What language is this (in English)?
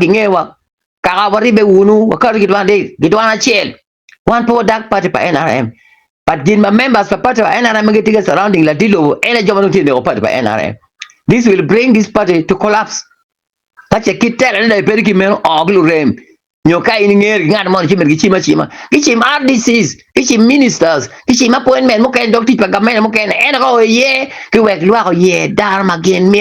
Acoli